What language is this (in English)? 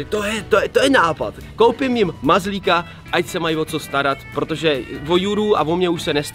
Czech